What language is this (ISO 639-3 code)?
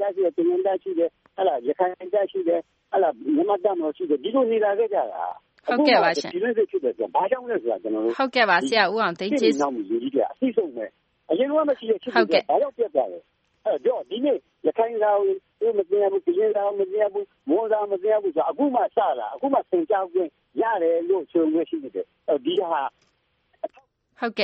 mya